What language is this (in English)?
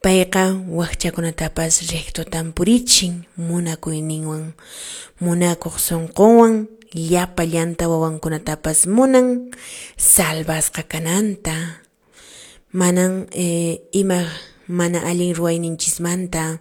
Quechua